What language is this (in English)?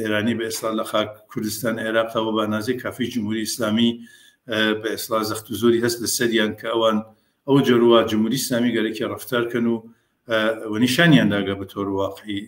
Central Kurdish